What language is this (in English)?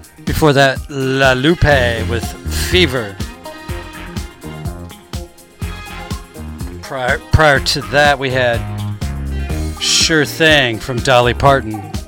English